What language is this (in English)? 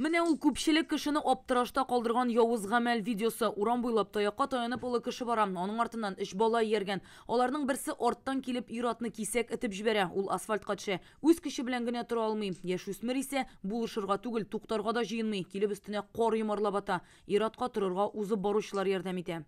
Tatar